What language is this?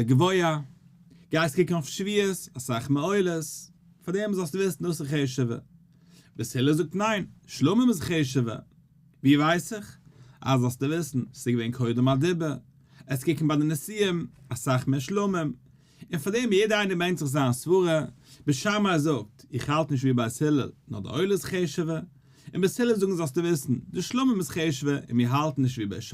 Yiddish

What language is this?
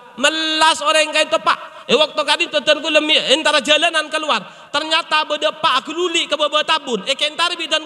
Madurese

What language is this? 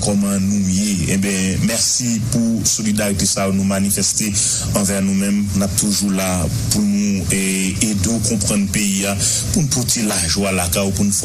Haitian Creole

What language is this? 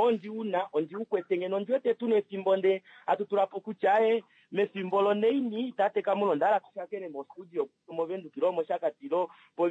Kuanyama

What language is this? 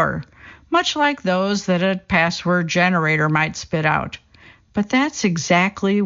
English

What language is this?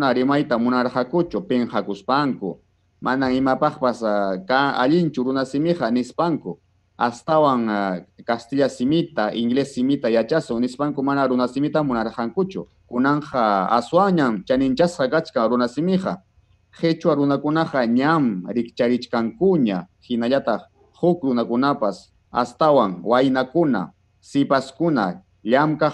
Ayacucho Quechua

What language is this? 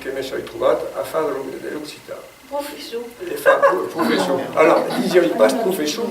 Occitan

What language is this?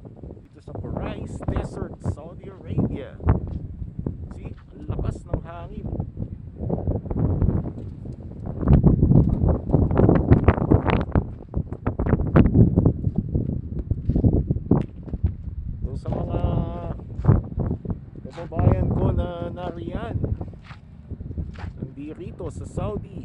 Filipino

